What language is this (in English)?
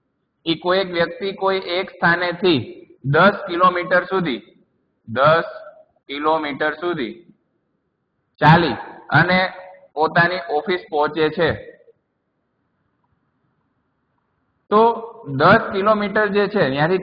Gujarati